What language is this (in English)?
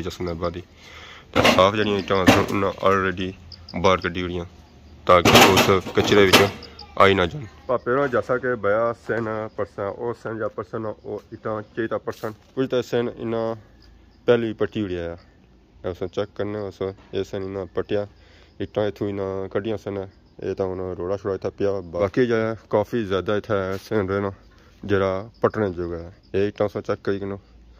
Pahari-Potwari